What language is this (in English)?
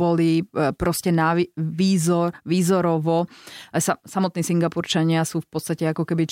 Slovak